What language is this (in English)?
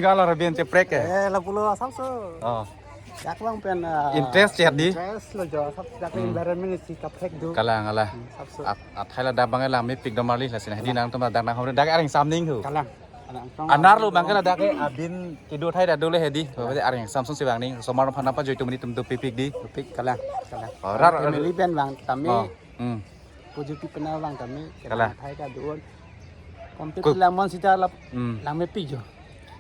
Karbi